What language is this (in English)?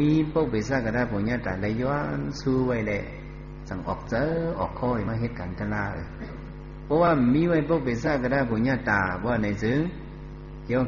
Shan